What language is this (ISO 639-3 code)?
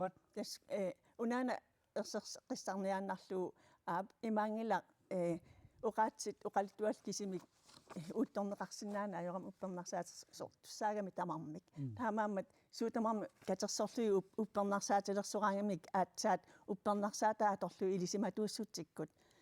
kal